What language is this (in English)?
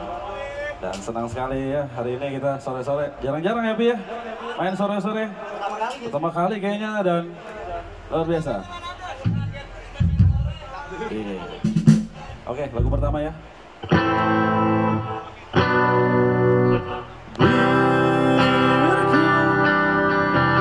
Indonesian